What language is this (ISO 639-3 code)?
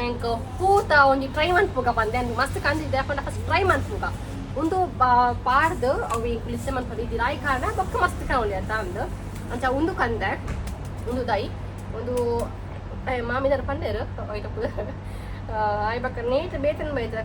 tcy